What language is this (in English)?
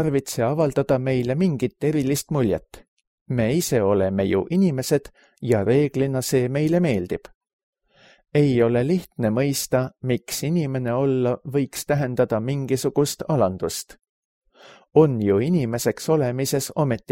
Estonian